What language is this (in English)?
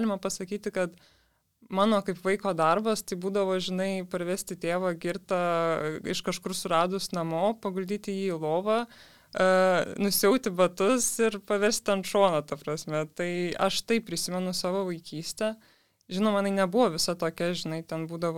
Lithuanian